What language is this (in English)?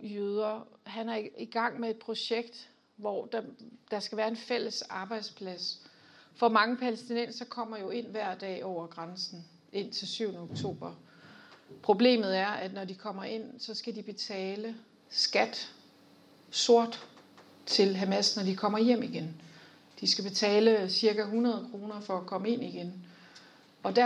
Danish